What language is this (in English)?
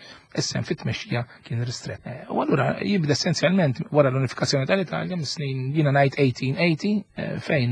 Maltese